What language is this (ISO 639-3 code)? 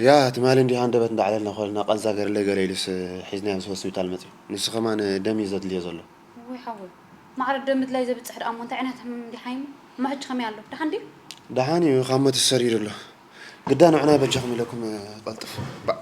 tir